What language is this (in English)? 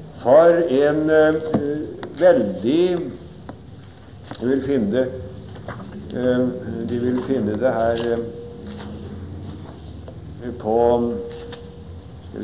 Norwegian